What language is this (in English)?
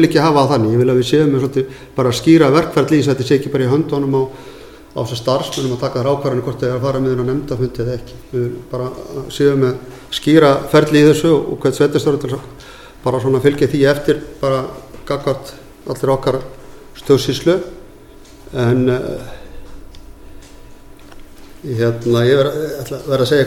Icelandic